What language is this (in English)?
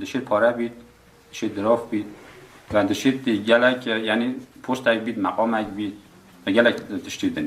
Kurdish